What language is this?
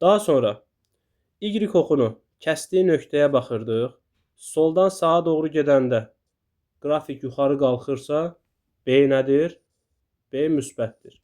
Azerbaijani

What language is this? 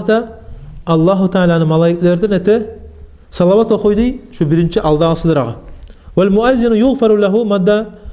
Kumyk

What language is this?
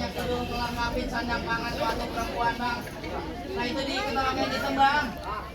Betawi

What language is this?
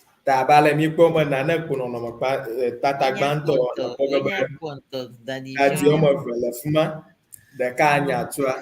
Ewe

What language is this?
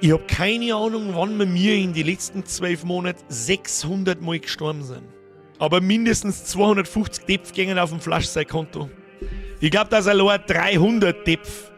Bavarian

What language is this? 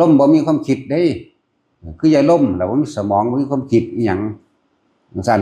Northeastern Thai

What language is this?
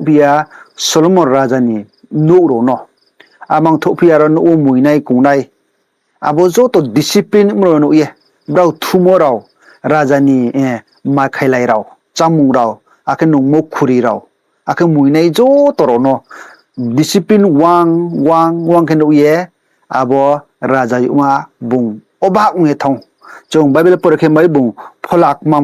Riang (India)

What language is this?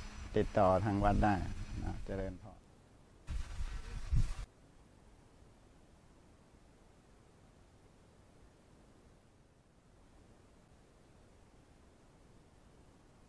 Thai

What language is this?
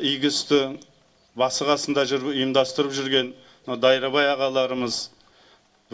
Kazakh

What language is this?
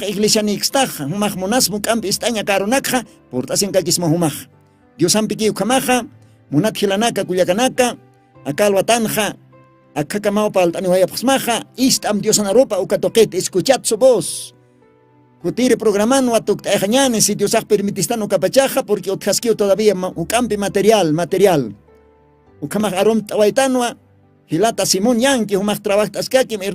Aymara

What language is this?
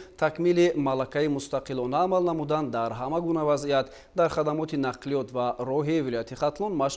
Tajik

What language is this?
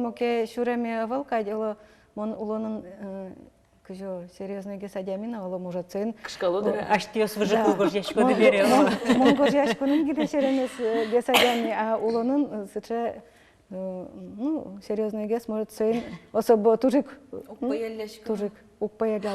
Udmurt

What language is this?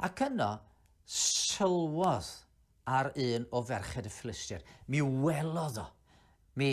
Welsh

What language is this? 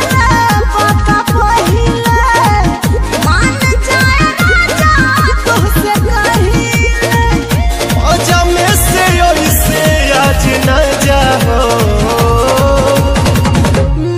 Bhojpuri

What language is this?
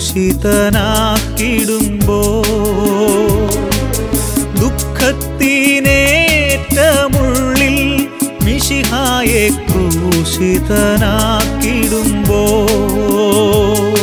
Malayalam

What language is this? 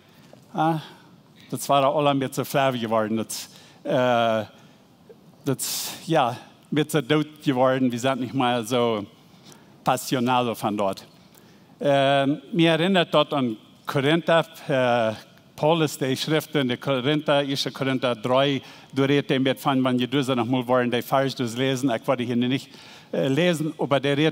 Plautdietsch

